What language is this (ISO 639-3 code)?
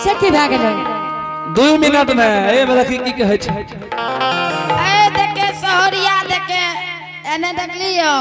anp